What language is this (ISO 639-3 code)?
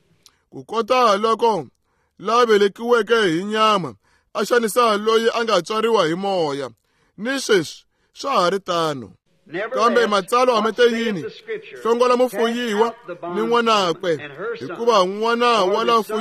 tso